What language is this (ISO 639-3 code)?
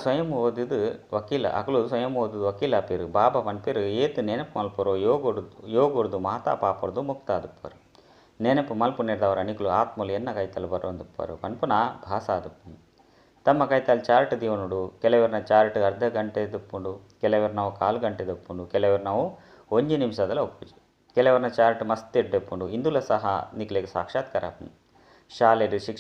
tcy